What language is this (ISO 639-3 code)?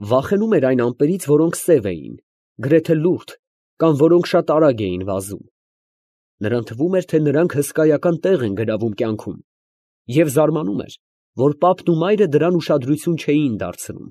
hye